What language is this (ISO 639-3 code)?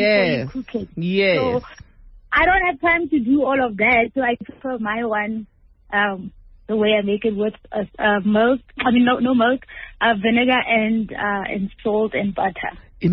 eng